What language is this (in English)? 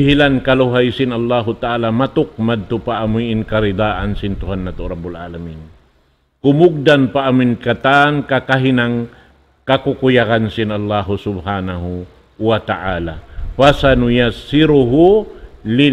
Tausug